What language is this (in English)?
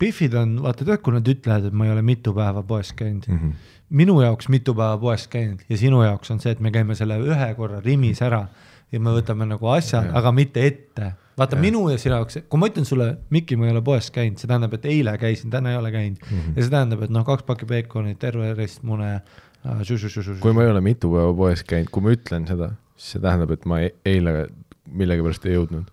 Estonian